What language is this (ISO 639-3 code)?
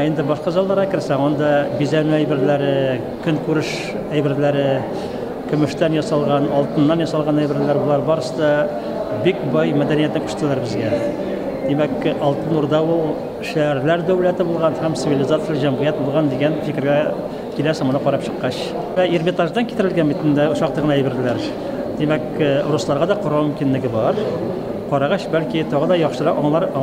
tat